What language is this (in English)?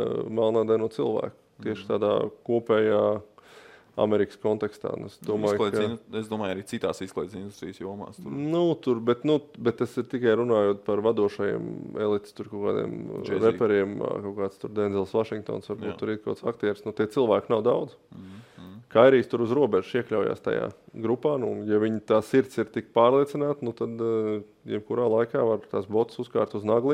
Latvian